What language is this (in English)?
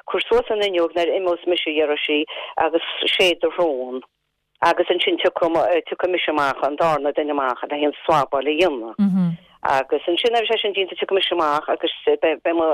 Irish